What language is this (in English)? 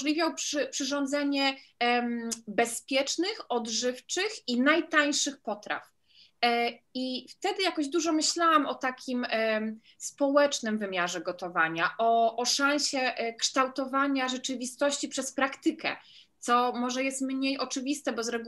Polish